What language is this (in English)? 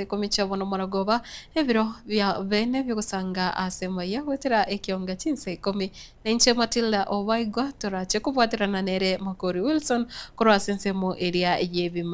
Gusii